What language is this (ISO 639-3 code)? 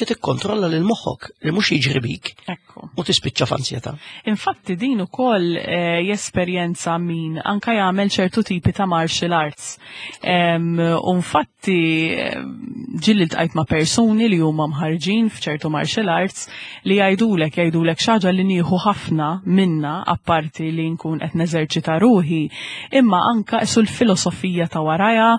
mlt